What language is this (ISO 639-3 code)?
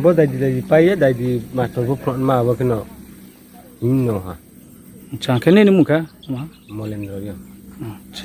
ria